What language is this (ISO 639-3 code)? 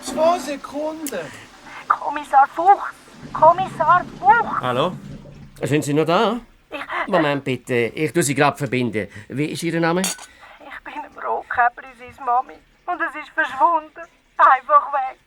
gsw